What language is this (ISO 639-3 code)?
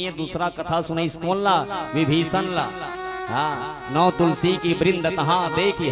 hne